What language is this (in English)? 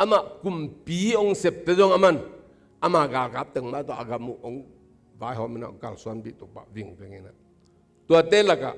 Tedim Chin